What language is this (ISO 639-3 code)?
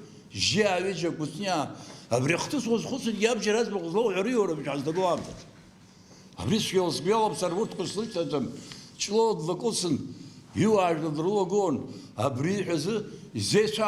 abk